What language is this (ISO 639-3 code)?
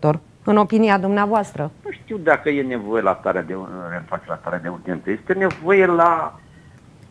ron